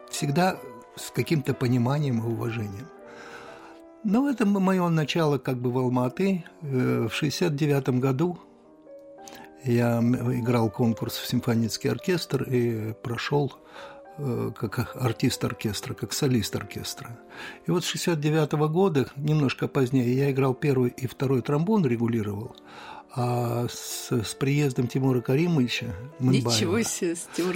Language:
Russian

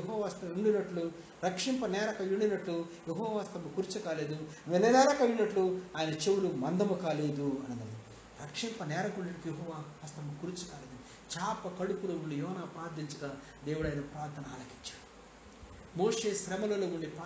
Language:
Telugu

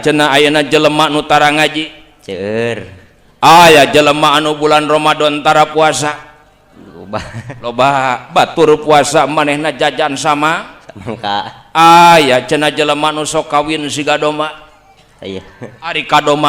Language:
Sundanese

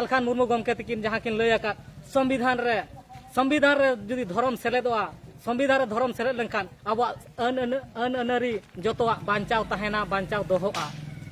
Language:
Santali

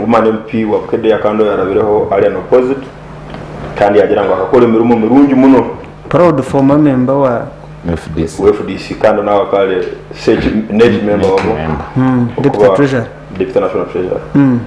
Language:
Nyankole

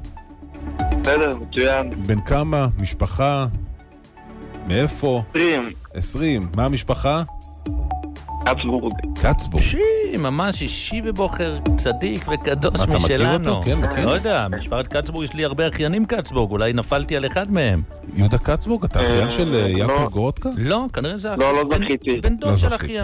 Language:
Hebrew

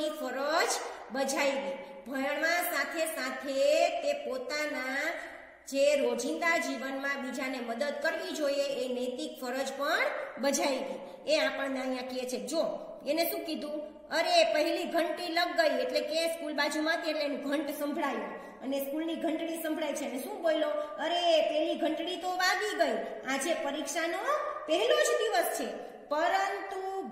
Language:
Gujarati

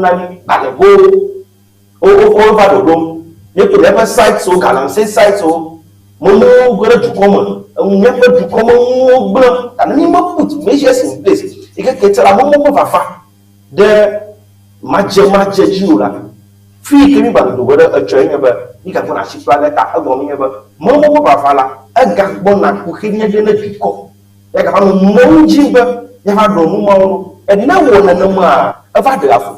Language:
Ewe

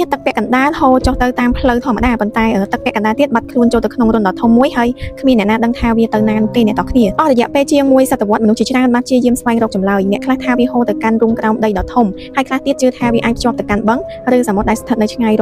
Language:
Khmer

